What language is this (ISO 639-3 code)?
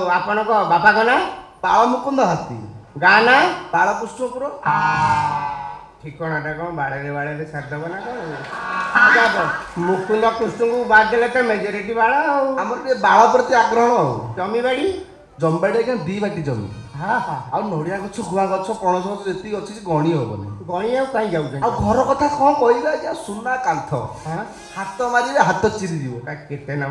ori